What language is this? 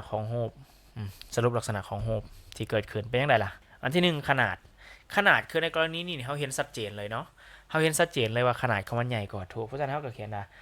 Lao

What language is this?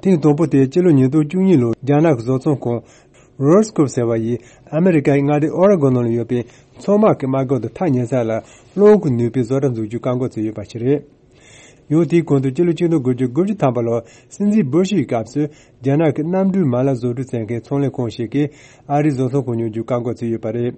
Tibetan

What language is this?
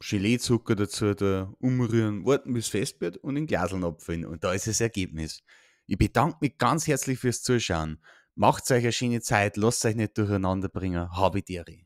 Bavarian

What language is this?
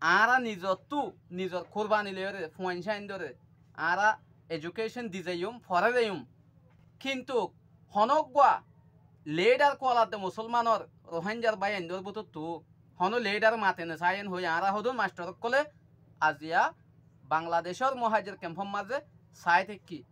Rohingya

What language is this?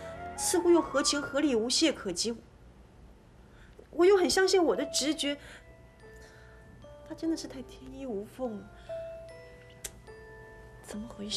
Chinese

